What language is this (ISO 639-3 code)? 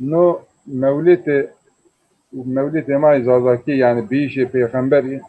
zza